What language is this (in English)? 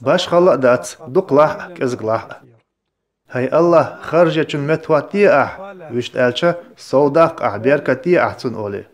Chechen